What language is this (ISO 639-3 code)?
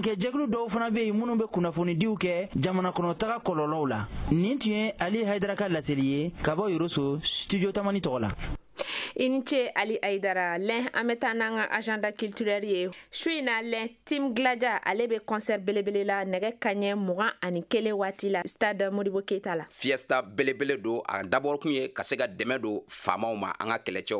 bam